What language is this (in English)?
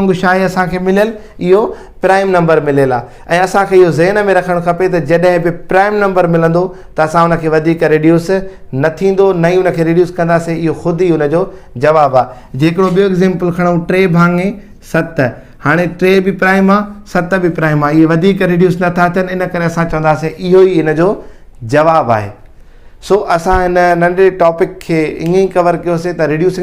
Sindhi